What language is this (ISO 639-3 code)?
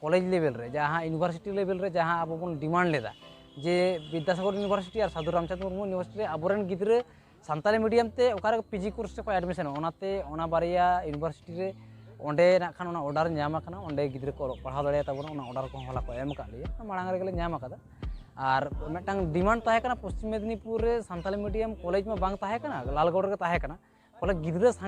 sat